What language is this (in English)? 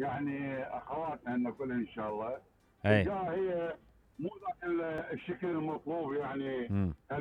Mesopotamian Arabic